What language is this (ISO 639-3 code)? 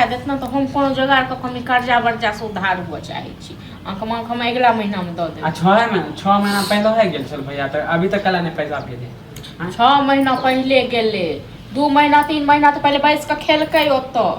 mai